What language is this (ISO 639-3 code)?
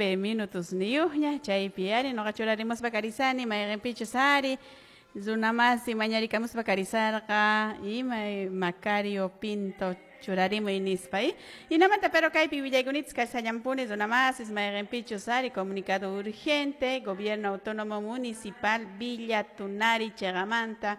que